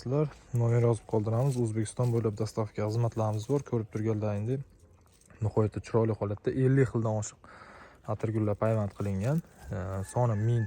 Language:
Uzbek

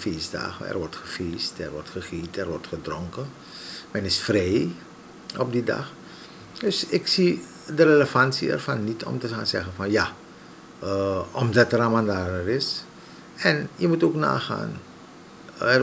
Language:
Dutch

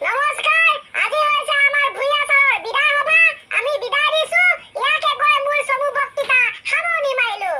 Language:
Assamese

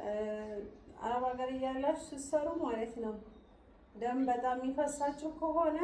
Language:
Amharic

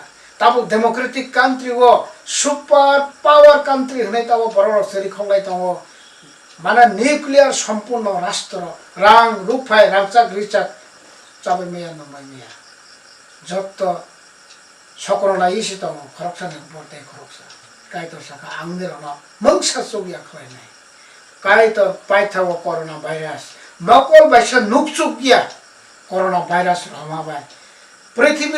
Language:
Kok Borok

